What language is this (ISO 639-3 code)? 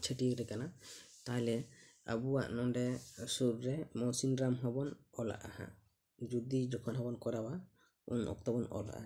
sat